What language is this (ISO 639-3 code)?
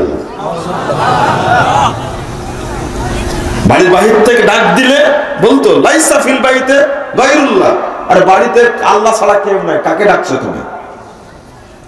ben